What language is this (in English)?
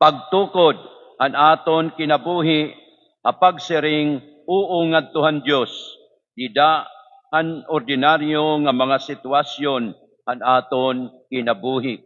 Waray